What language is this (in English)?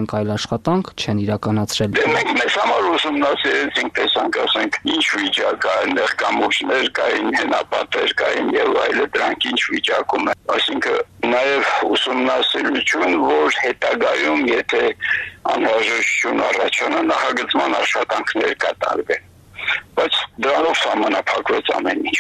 Armenian